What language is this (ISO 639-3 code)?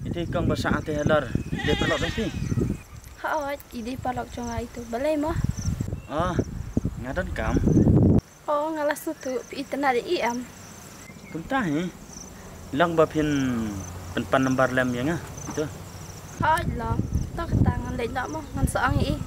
kha